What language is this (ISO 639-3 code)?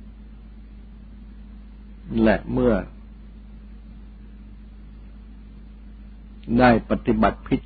tha